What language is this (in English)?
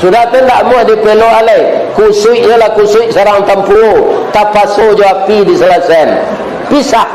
Minangkabau